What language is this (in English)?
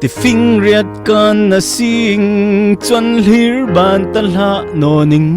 Falam Chin